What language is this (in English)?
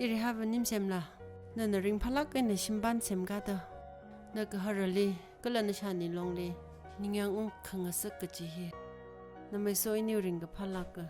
Tangkhul Naga (India)